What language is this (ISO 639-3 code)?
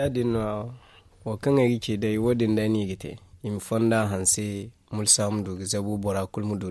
dje